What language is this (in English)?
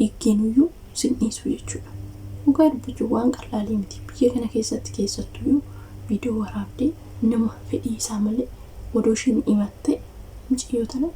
Oromo